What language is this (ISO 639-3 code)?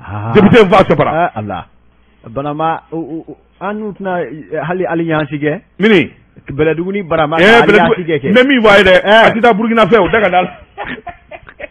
bam